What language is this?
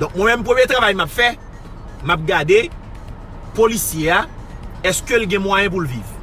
Haitian Creole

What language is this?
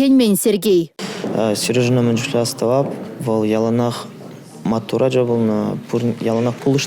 Chuvash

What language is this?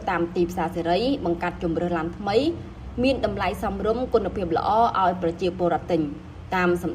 Khmer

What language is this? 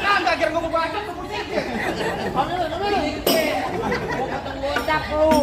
Betawi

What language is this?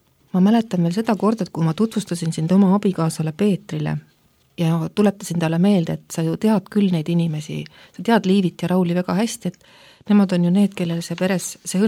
Estonian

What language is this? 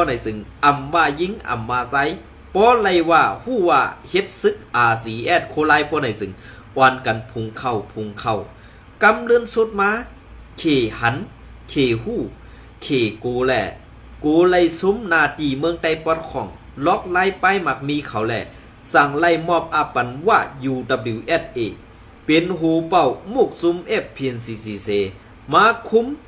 Shan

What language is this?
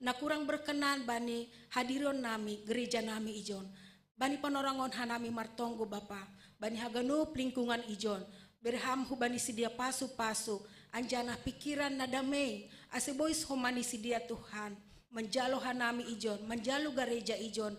Batak Simalungun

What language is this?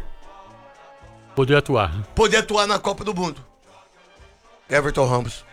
Portuguese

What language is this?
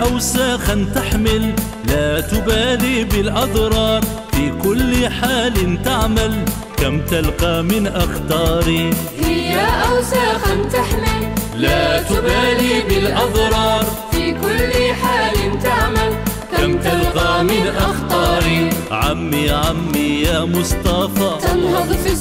Algerian Arabic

